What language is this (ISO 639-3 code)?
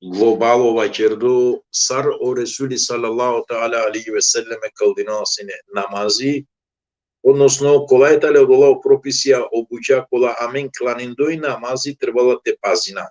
rmn